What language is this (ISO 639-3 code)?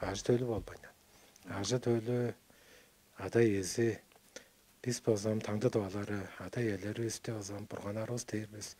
tyv